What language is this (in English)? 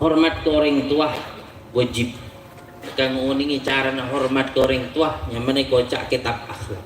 Madurese